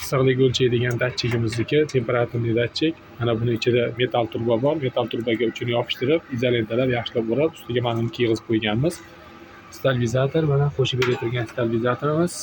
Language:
Uzbek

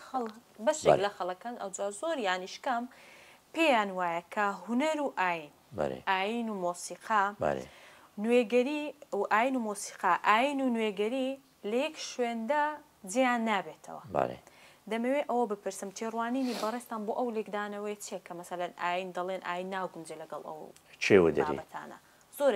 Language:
Central Kurdish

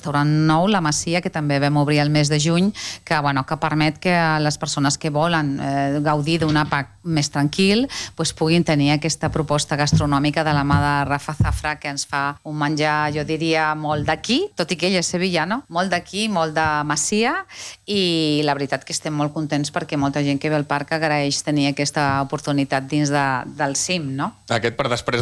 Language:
Catalan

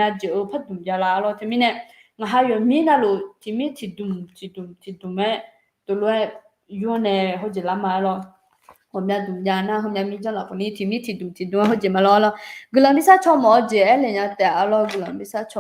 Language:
Akha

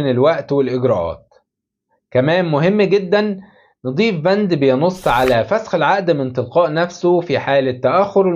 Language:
Egyptian Arabic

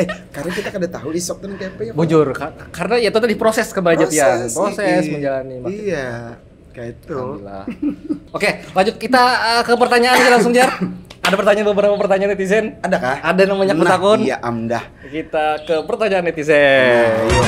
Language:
Banjar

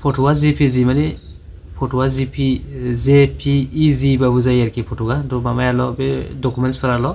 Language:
Bodo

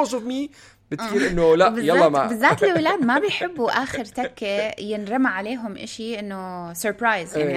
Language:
North Levantine Arabic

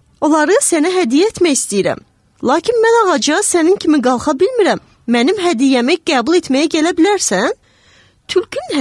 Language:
Azerbaijani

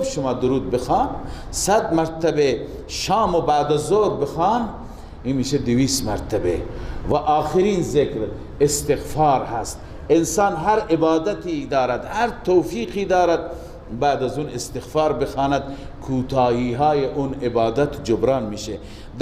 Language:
Persian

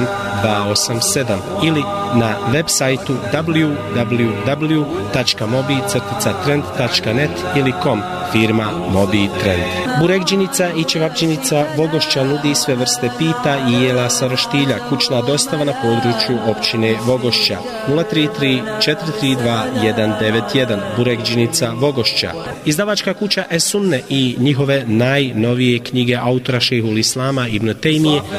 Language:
Bosnian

